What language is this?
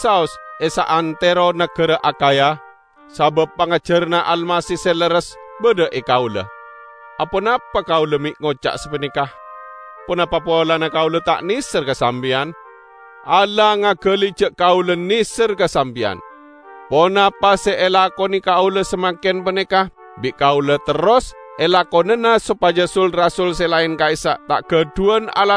Madurese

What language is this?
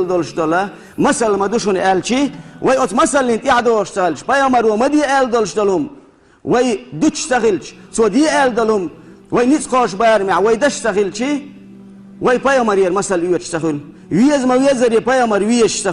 Chechen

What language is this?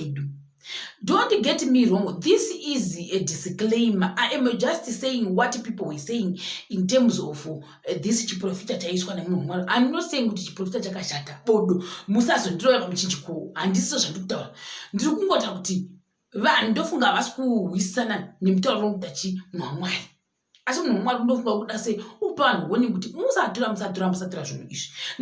Shona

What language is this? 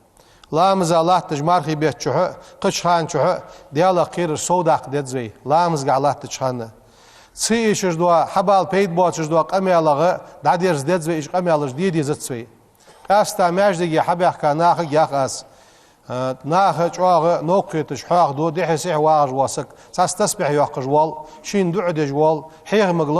Ingush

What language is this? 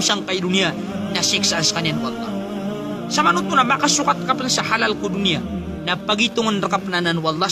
Maranao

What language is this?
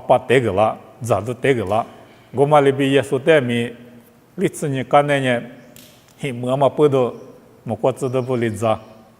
Lisu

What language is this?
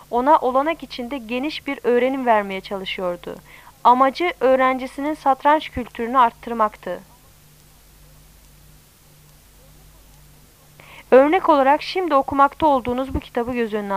Turkish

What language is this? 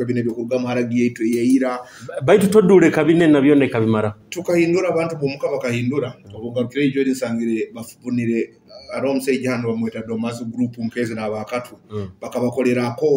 Nyoro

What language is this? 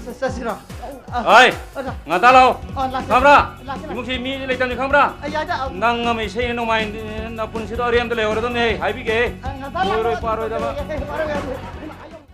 Manipuri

